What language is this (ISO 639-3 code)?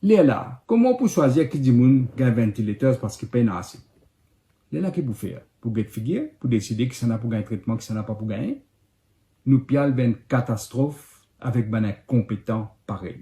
mfe